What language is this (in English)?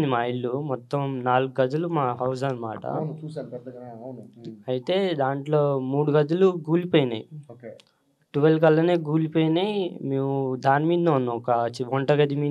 Telugu